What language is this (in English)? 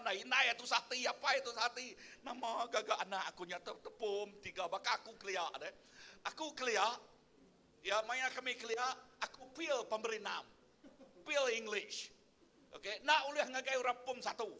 Iban